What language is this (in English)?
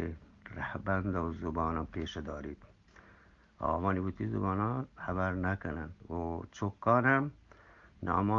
Eastern Balochi